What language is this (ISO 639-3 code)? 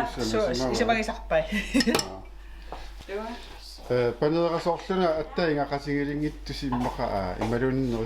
kal